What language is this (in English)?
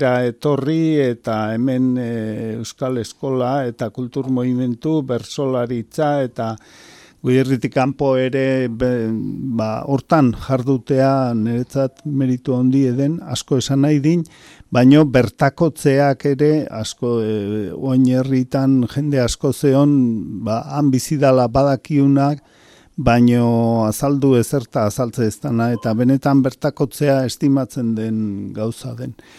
Basque